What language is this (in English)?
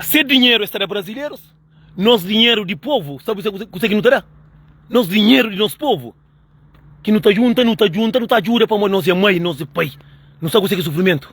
Kabuverdianu